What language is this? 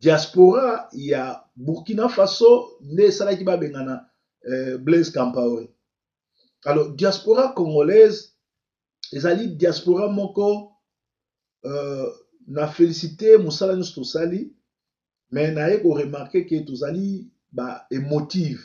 Lingala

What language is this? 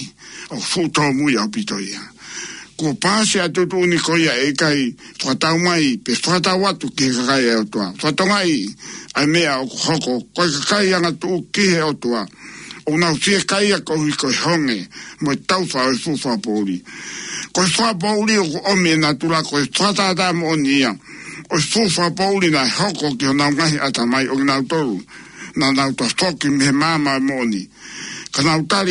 Tongan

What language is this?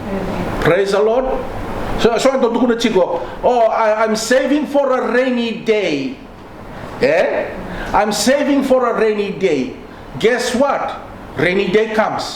Fijian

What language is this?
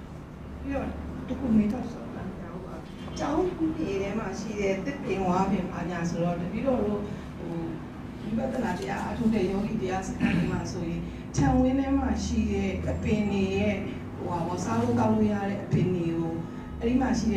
Burmese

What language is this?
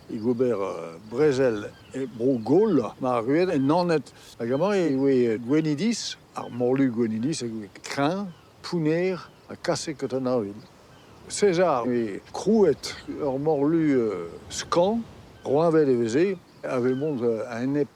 Breton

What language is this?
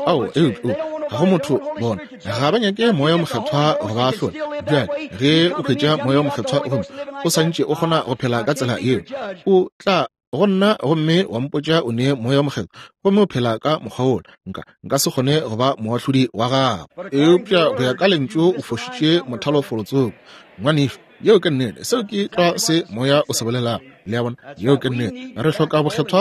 Northern Sotho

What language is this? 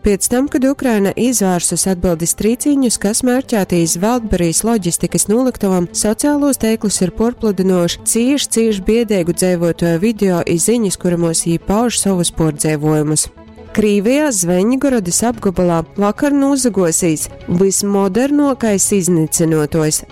Latgalian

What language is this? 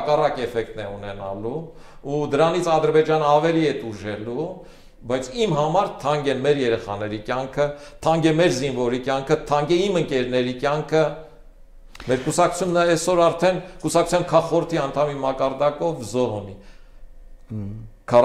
Armenian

